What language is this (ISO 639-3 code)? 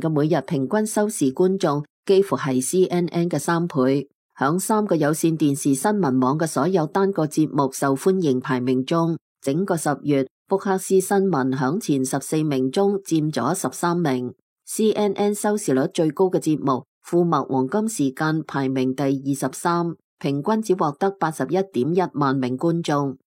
yue